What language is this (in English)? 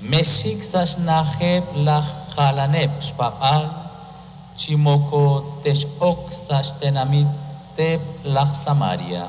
Kekchí